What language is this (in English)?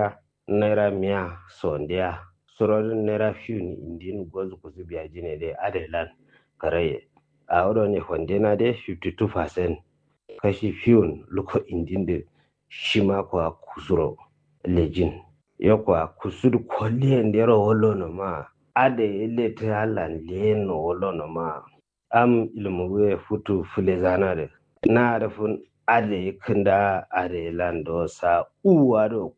Kanuri